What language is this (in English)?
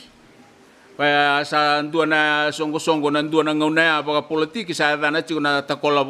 Fijian